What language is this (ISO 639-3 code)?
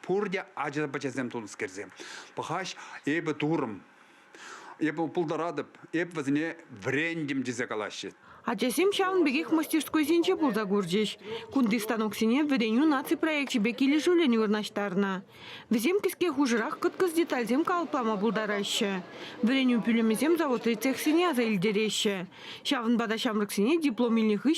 chv